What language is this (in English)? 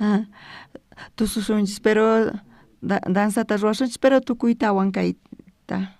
South Bolivian Quechua